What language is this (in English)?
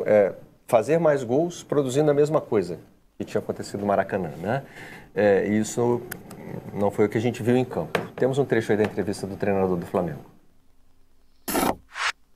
Portuguese